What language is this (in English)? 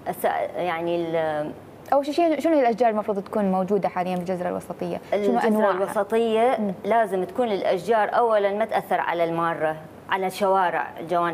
Mesopotamian Arabic